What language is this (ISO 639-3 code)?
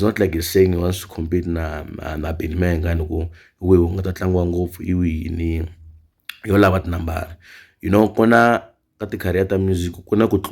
tso